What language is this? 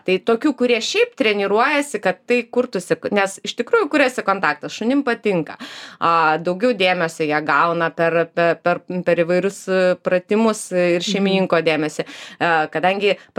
Lithuanian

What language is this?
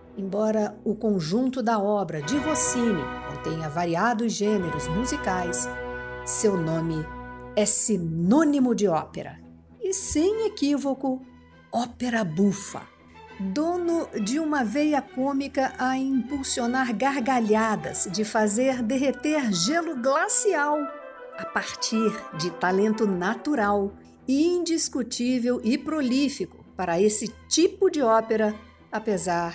Portuguese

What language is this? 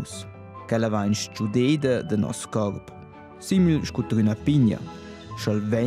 Romansh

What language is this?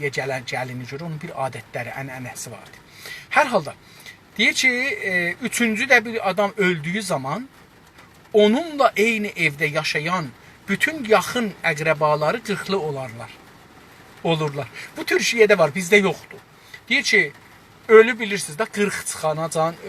South Azerbaijani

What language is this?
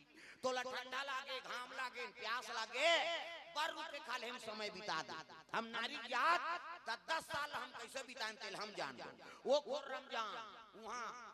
Chhattisgarhi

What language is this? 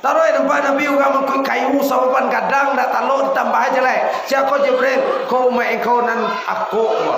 Minangkabau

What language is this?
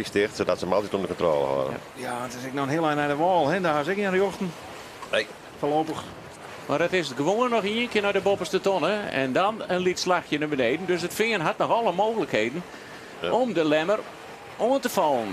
Western Frisian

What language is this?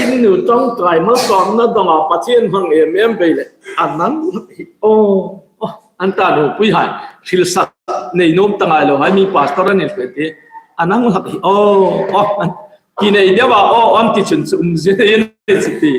Hmar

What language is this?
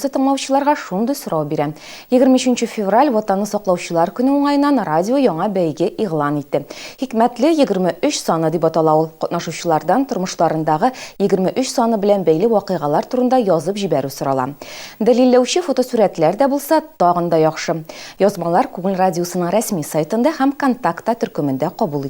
Tatar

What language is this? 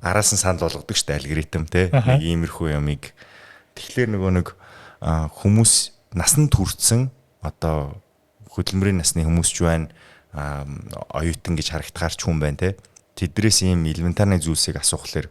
Mongolian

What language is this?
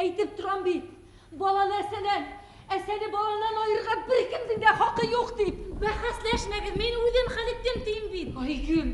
Bashkir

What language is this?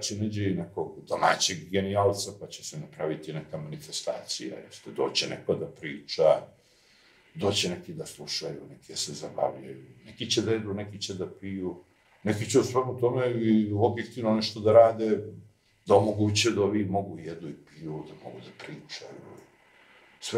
Serbian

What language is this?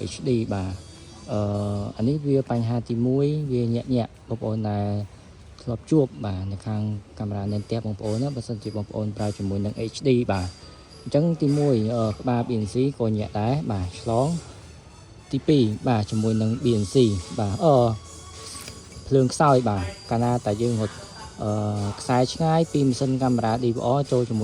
Khmer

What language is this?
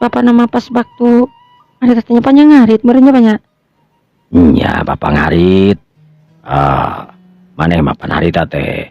Sundanese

